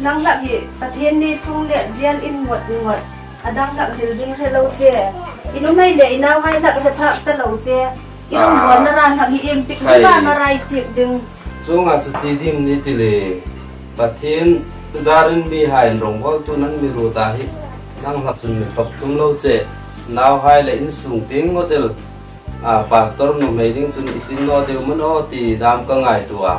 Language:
Hmar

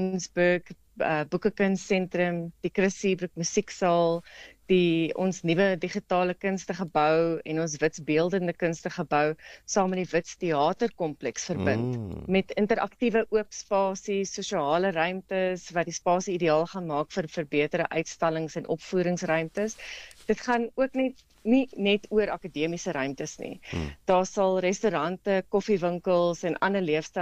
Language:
Afrikaans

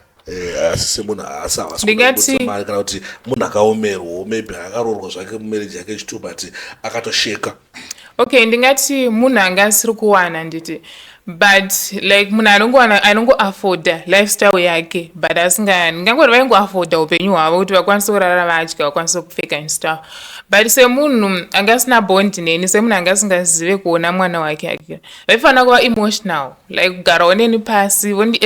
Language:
Shona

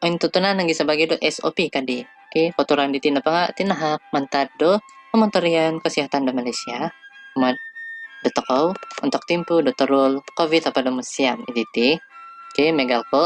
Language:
Central Dusun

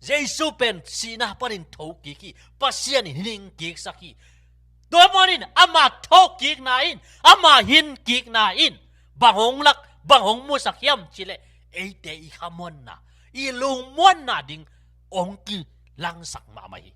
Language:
Tedim Chin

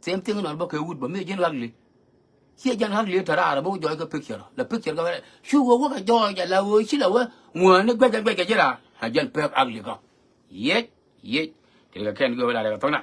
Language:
Nuer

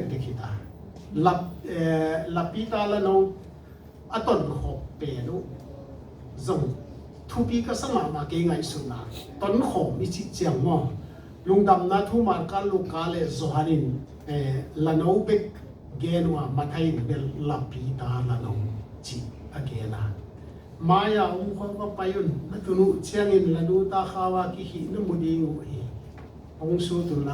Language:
Tedim Chin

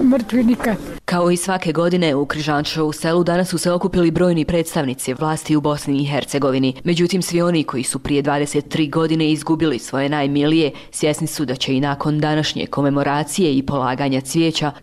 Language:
Croatian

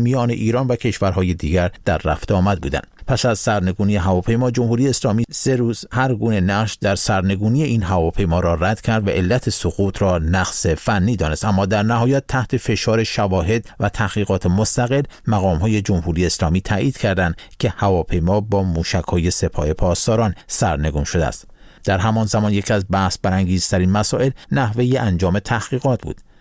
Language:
Persian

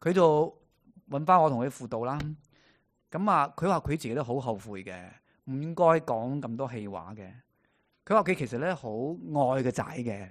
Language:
Cantonese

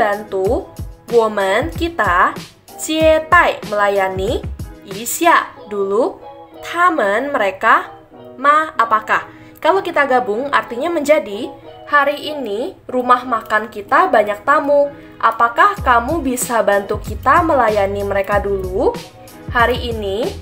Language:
Indonesian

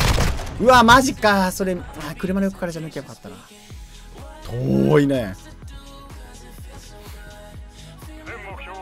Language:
Japanese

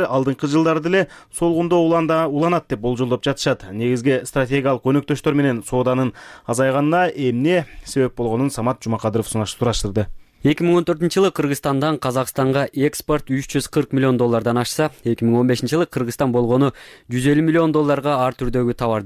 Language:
Kyrgyz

